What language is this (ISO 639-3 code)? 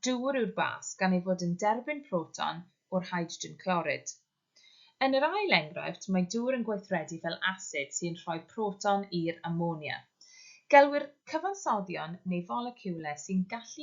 cym